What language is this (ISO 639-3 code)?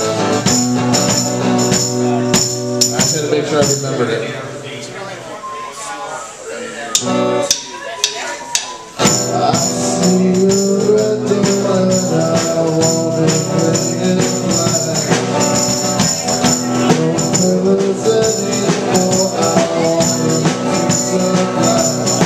eng